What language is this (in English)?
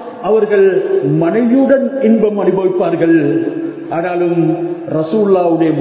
Tamil